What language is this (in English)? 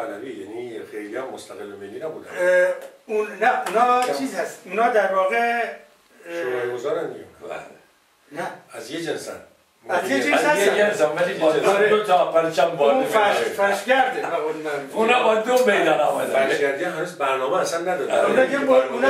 Persian